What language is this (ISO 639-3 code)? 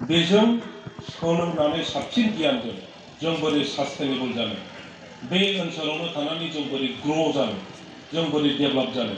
brx